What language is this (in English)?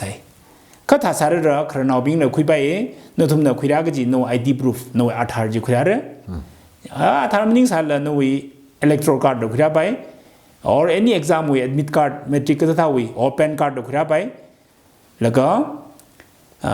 Tangkhul Naga (India)